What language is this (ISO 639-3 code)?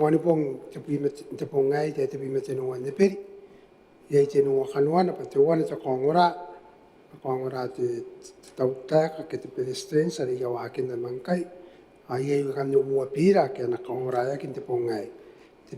gil